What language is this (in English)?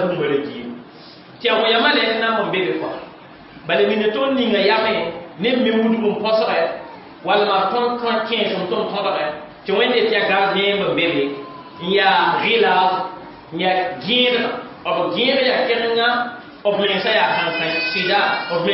Mossi